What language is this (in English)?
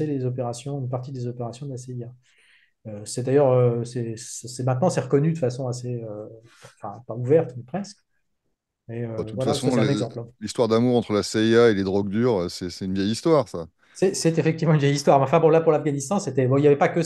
French